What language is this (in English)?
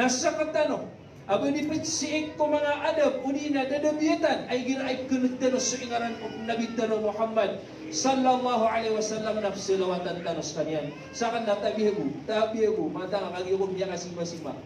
Maranao